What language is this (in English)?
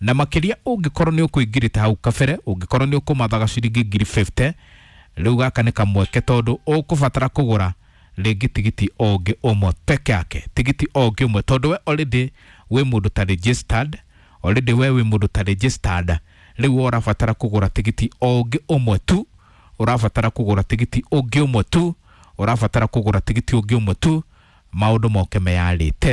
Kikuyu